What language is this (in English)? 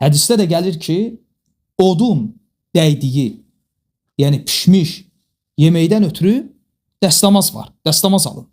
Azerbaijani